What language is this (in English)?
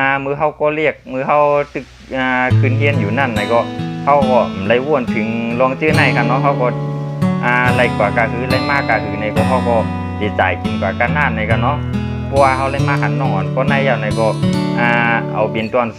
Shan